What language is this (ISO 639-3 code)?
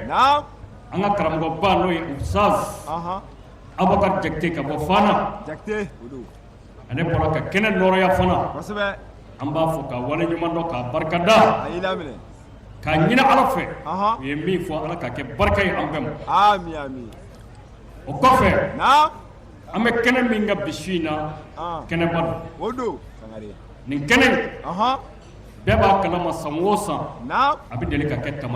bam